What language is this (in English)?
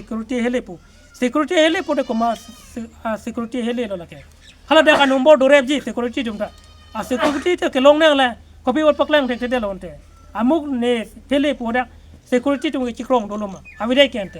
Karbi